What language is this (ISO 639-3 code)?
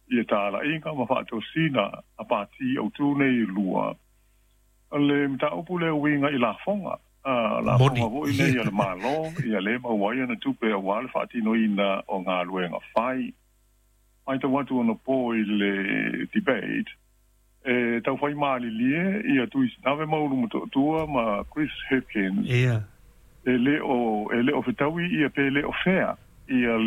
smo